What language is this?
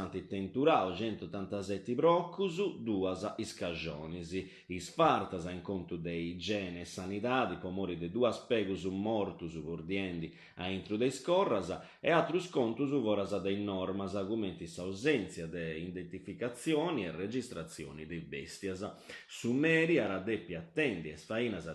Sardinian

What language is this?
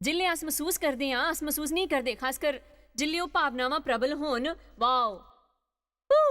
Dogri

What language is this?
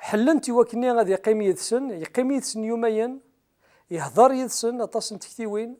Kabyle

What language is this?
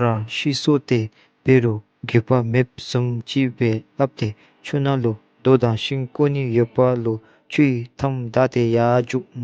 Dzongkha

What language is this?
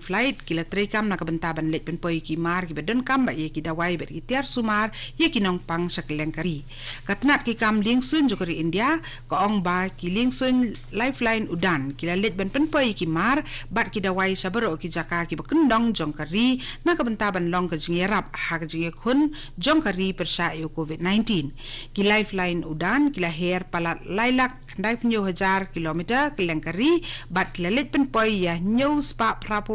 Khasi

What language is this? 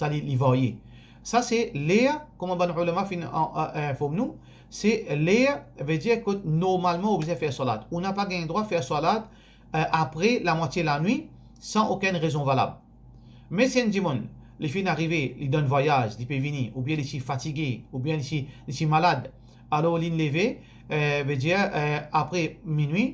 Morisyen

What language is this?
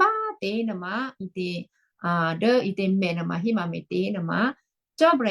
Western Kayah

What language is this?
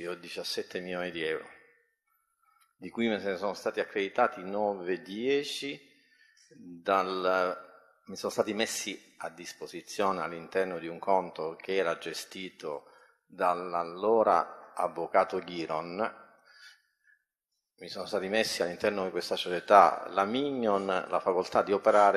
Italian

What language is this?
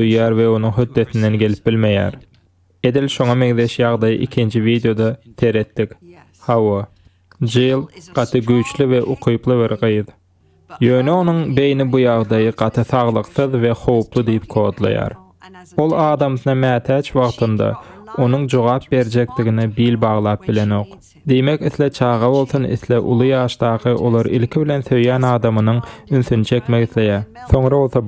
Turkmen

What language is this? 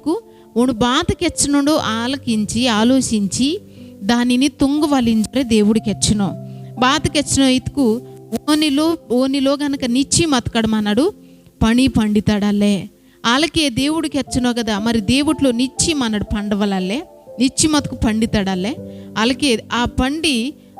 Koya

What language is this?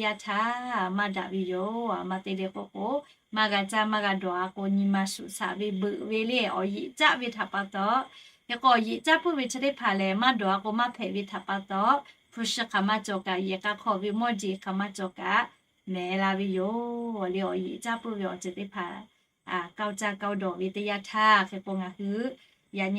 Lahu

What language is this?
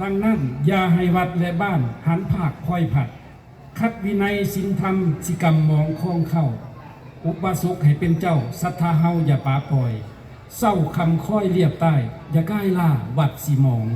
Lao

